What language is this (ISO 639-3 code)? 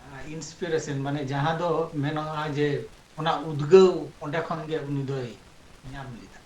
sat